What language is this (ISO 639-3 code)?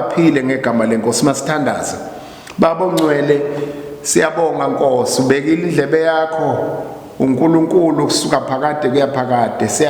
zul